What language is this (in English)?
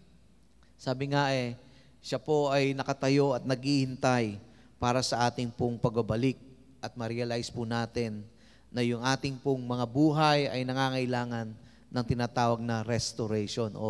Filipino